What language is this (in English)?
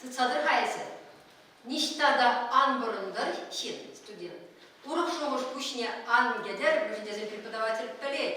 Chuvash